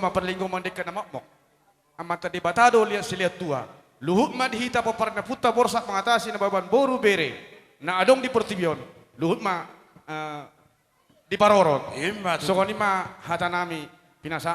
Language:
Batak Toba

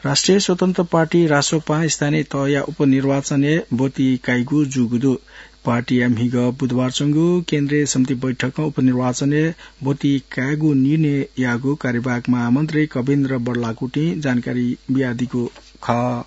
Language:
Newari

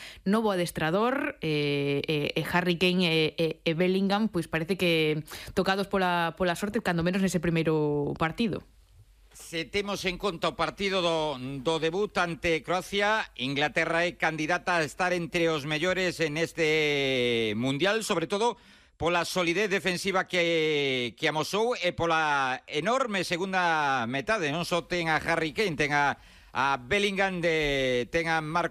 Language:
Galician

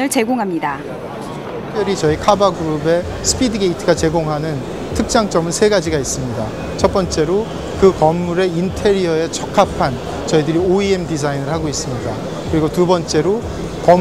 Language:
Korean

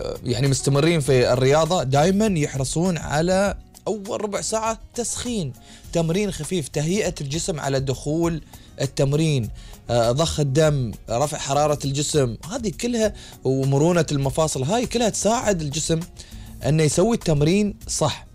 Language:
Gulf Arabic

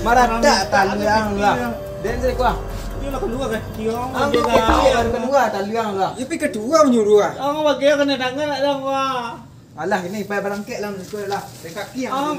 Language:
Minangkabau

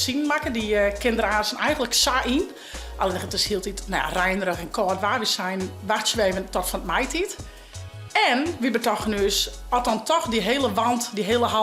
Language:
Western Frisian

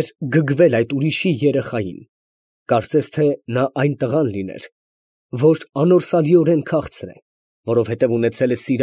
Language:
Armenian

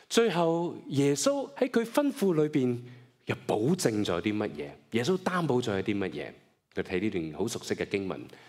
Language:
Cantonese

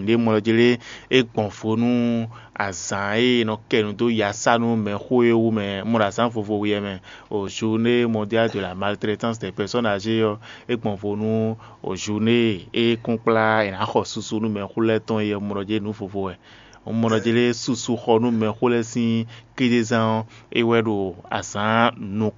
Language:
Fon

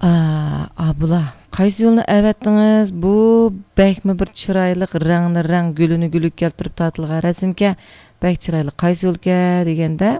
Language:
Uyghur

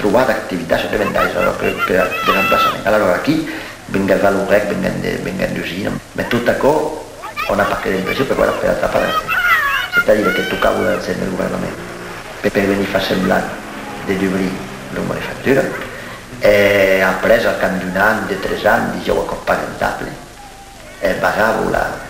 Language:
Occitan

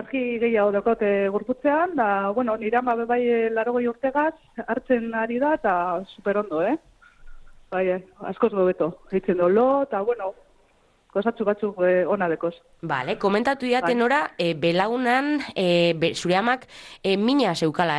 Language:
Basque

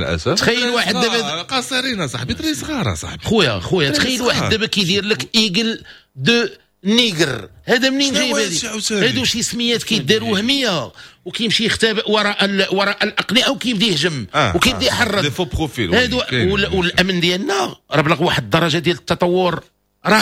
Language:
Moroccan Arabic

